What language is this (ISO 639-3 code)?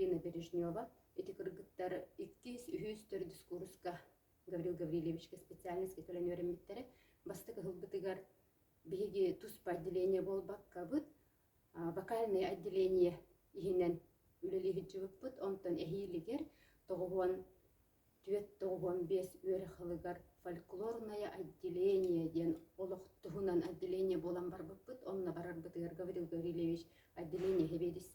sah